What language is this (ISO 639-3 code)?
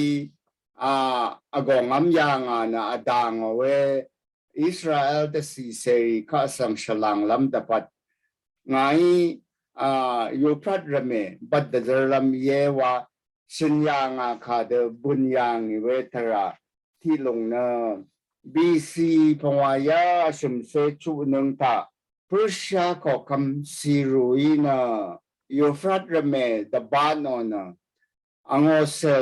raw